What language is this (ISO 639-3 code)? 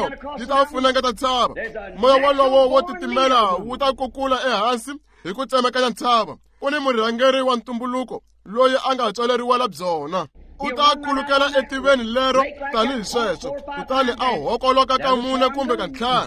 tso